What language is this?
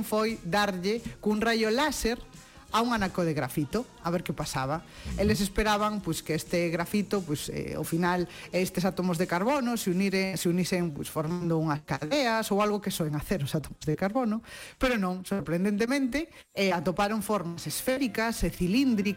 Galician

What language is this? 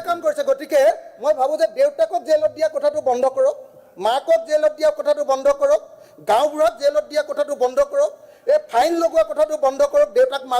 Assamese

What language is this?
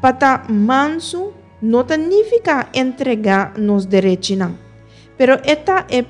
Papiamento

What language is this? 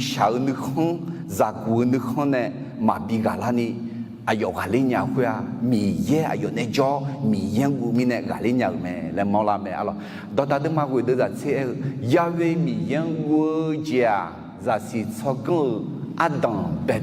Akha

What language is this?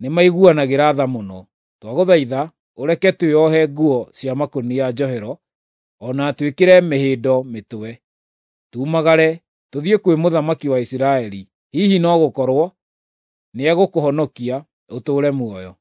Kikuyu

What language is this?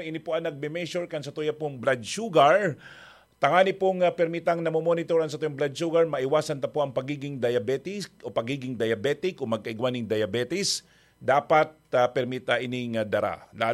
Bikol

